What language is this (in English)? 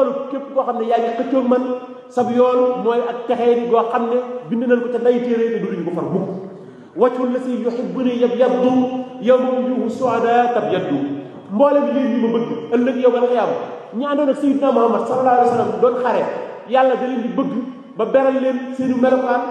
Wolof